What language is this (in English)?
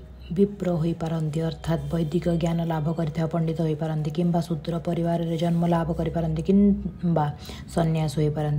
Odia